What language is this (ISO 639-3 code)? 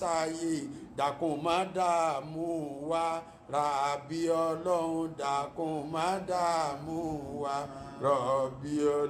yor